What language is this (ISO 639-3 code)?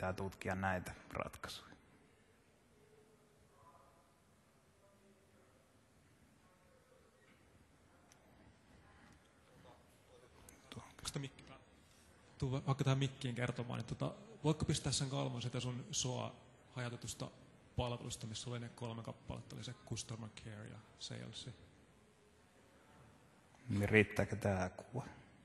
fin